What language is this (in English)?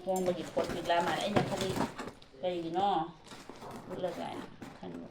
Manipuri